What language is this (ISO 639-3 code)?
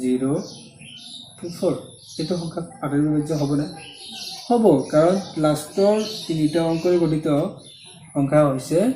asm